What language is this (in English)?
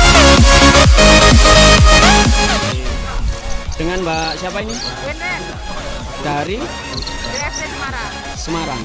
Indonesian